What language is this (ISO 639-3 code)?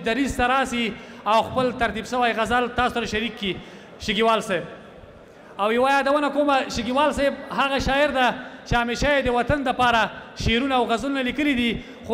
pus